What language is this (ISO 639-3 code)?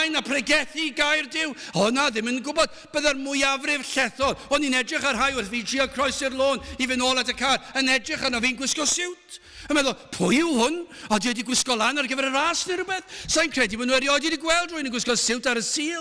cym